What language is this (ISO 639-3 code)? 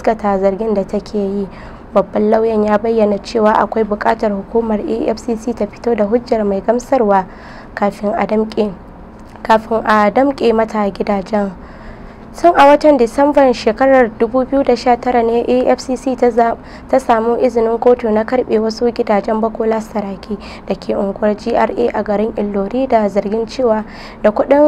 hau